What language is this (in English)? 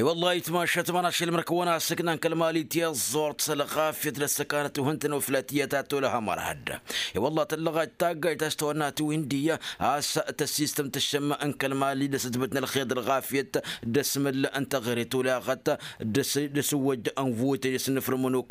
Tamasheq